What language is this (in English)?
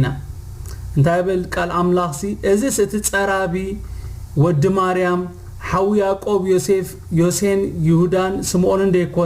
Tigrinya